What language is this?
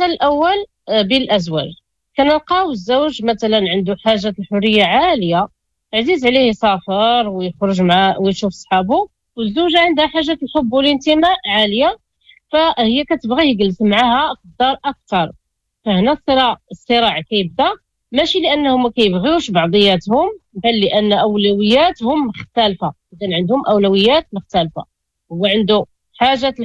Moroccan Arabic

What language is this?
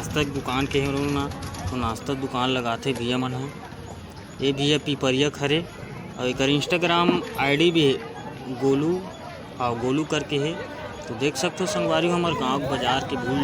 Chhattisgarhi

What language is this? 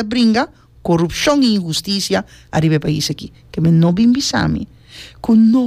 Papiamento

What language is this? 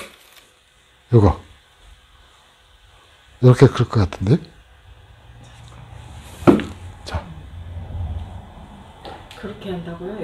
Korean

